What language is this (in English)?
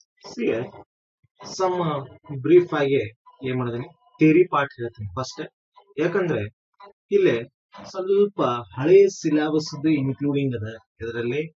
Kannada